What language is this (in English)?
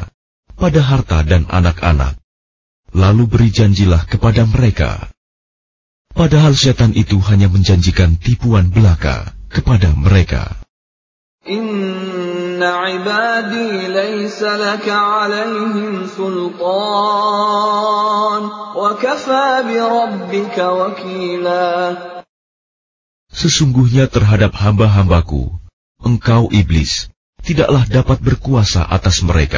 Indonesian